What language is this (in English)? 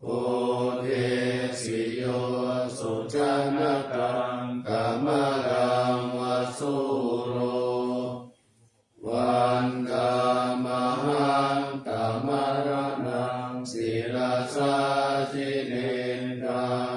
Pali